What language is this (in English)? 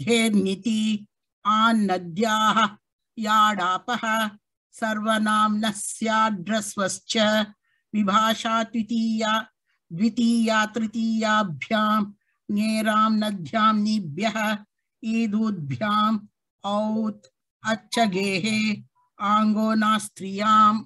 Sanskrit